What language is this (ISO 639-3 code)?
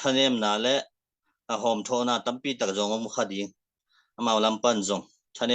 ctd